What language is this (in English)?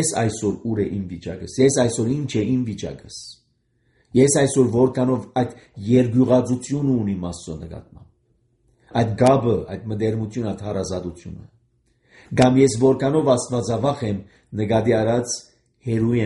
Armenian